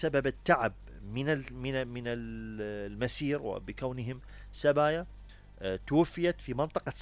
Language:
Mesopotamian Arabic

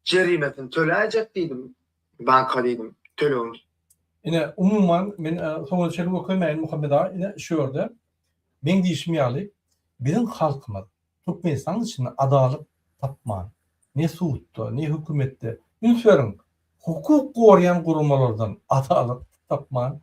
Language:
Turkmen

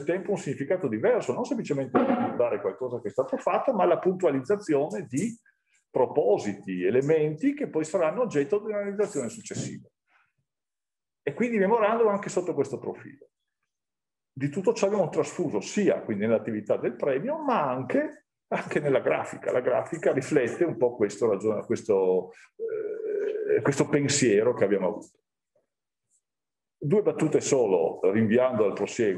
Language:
Italian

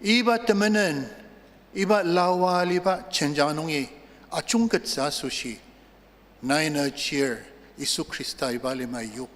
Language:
Ao Naga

